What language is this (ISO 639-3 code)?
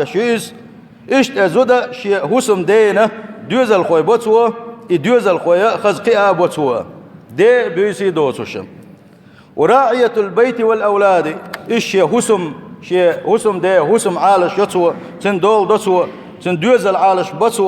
che